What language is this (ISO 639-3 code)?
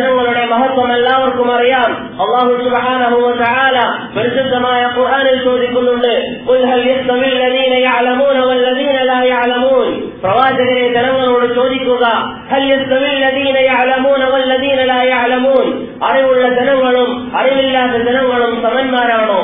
mal